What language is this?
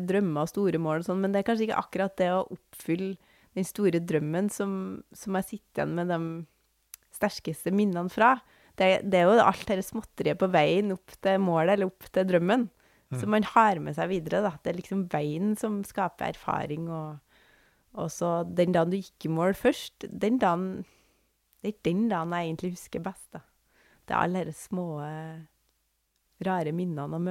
Norwegian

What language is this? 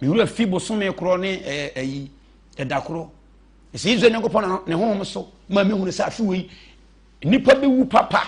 Akan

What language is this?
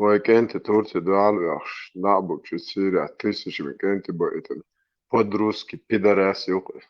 Chechen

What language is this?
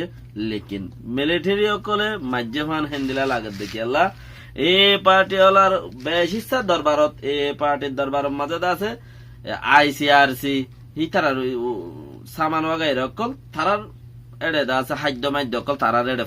Rohingya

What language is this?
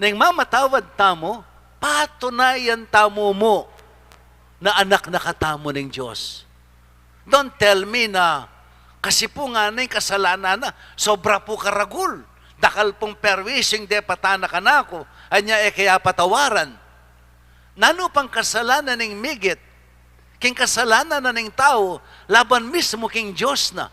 Pampanga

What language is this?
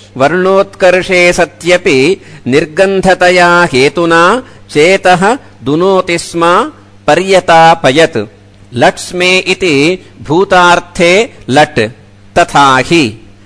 Sanskrit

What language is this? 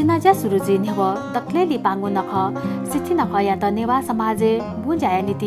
Newari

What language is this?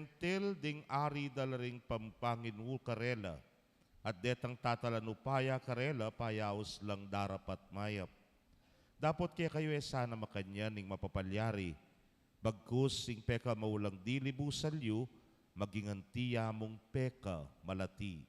Pampanga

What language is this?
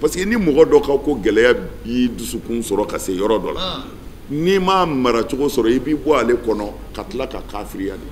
Bambara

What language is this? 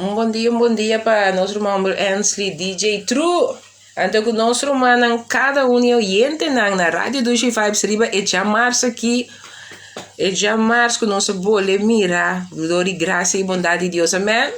Papiamento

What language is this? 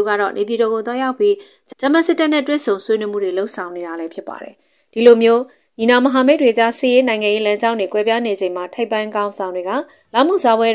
Burmese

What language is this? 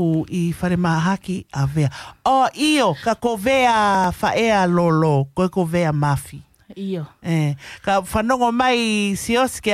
Tongan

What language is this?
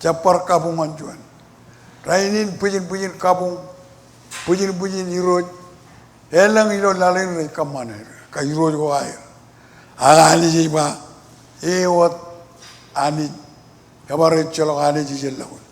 Marshallese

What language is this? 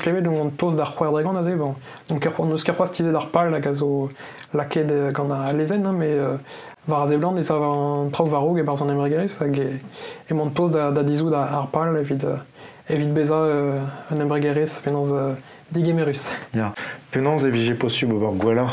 Breton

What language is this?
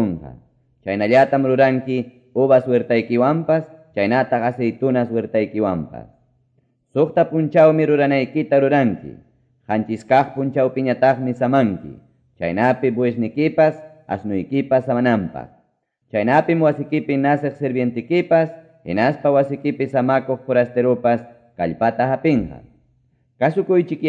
Quechua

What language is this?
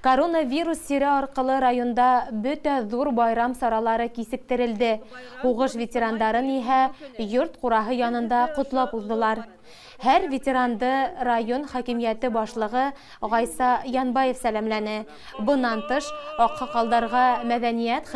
Bashkir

